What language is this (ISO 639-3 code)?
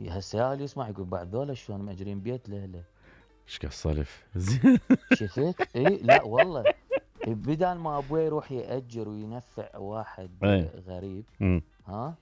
acm